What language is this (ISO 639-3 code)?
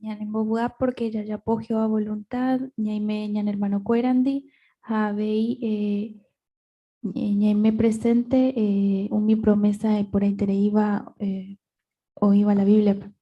grn